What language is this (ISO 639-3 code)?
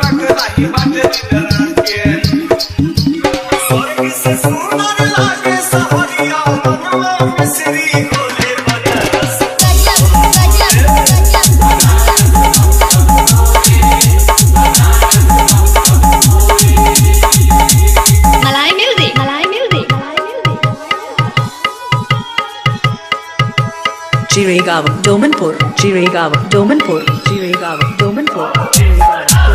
bho